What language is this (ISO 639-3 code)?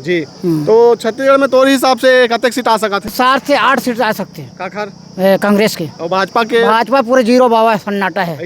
hne